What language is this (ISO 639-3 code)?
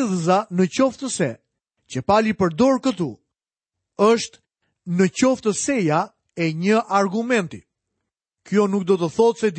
sqi